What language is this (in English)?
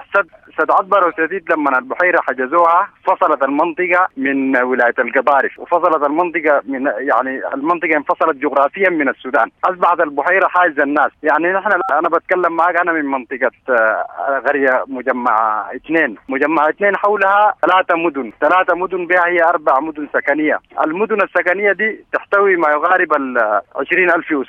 Sudanese Arabic